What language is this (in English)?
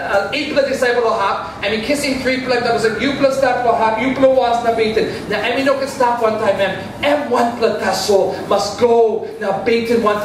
Tok Pisin